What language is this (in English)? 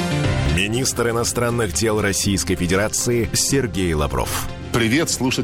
Russian